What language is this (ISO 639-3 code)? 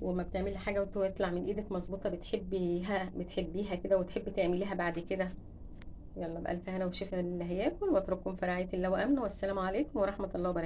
arz